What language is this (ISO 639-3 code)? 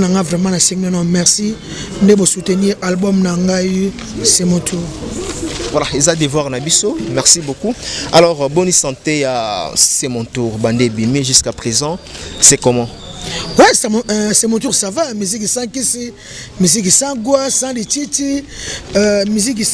lin